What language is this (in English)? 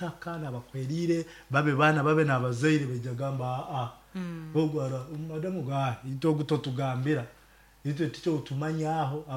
Nyankole